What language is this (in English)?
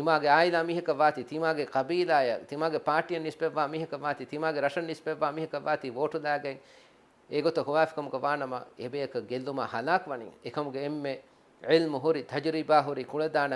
Divehi